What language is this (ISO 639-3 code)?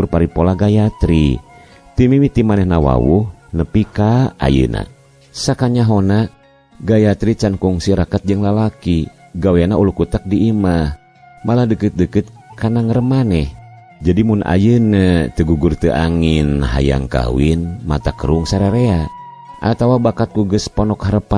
sun